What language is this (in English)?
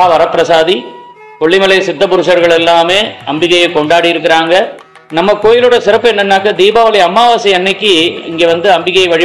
Tamil